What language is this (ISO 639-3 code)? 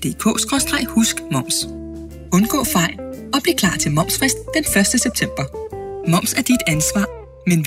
dan